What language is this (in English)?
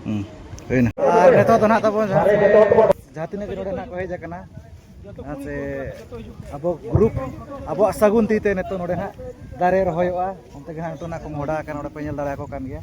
Santali